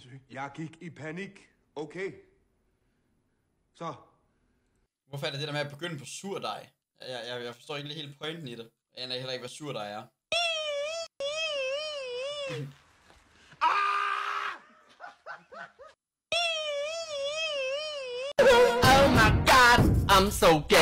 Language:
Danish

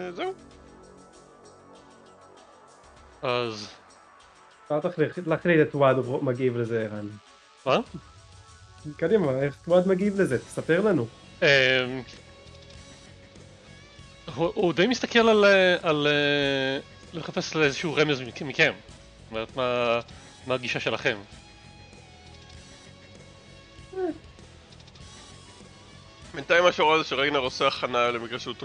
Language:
Hebrew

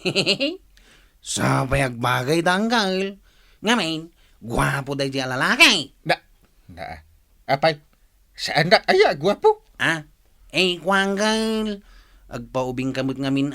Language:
Iloko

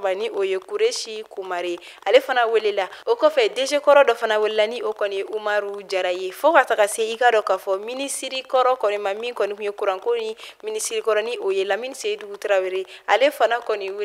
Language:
Bambara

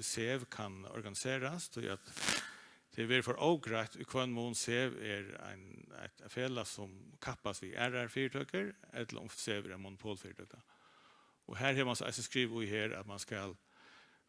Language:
Faroese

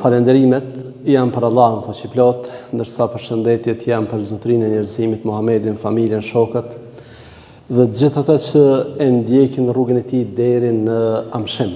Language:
Albanian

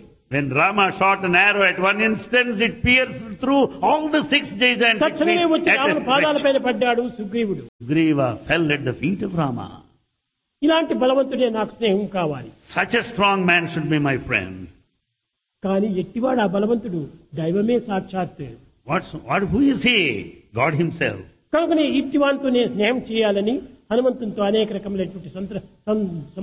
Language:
Telugu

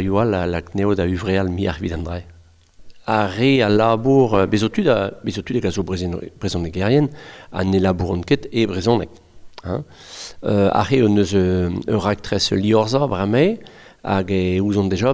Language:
Breton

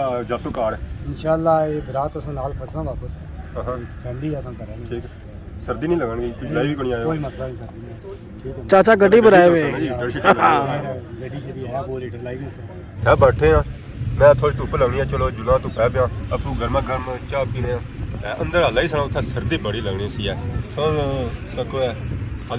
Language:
Pahari-Potwari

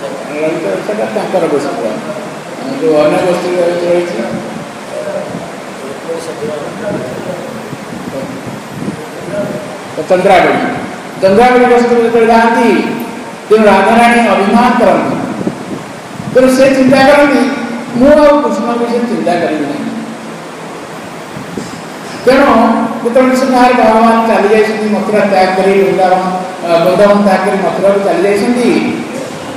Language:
Odia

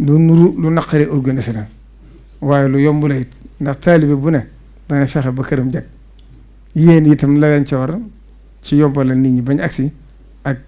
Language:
Wolof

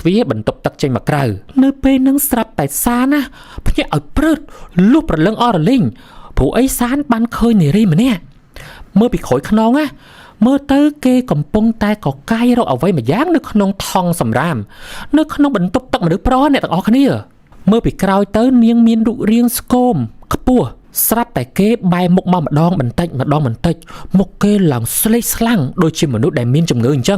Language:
Khmer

